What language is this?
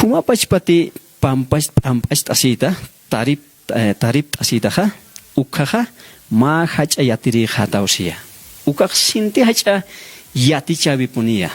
Aymara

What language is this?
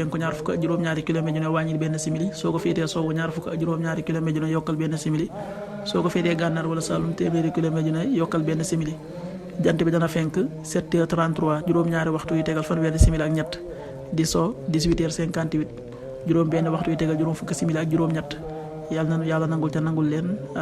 Wolof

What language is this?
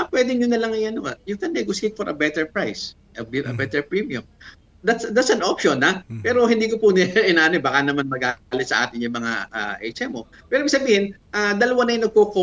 Filipino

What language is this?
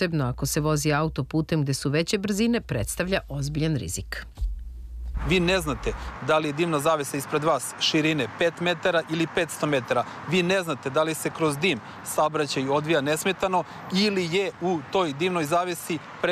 Serbian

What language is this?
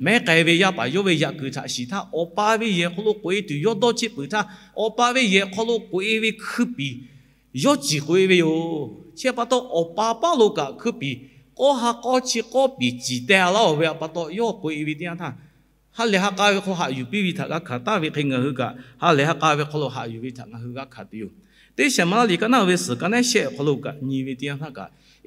Lahu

